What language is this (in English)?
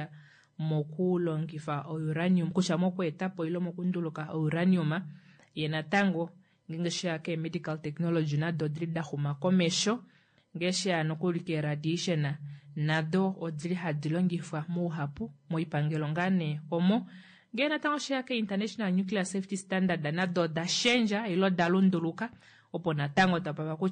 Kuanyama